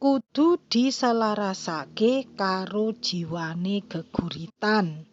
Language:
Javanese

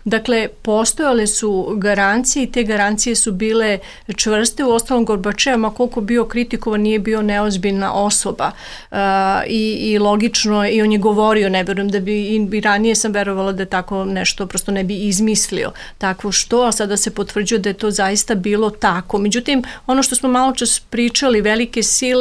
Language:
Serbian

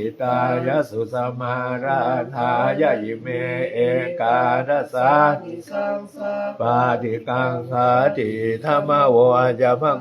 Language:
Pali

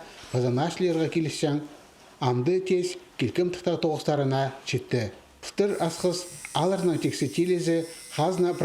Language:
Khakas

